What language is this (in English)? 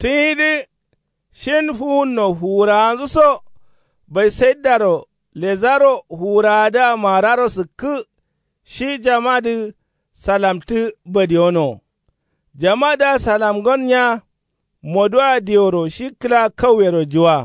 Kanuri